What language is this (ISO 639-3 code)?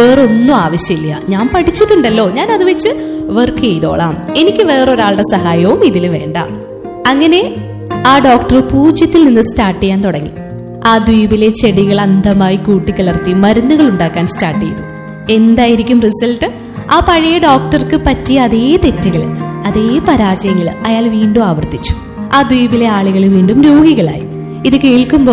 mal